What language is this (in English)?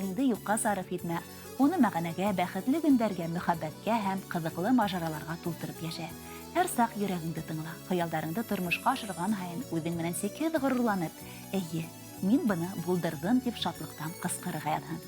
Bashkir